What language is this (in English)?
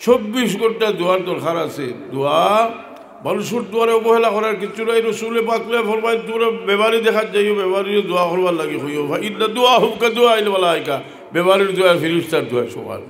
Sylheti